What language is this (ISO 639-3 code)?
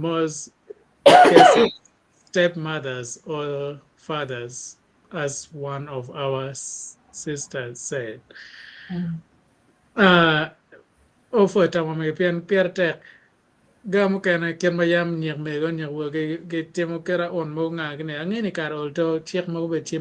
ach